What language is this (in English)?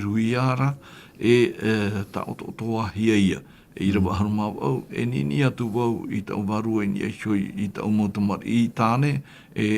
Tahitian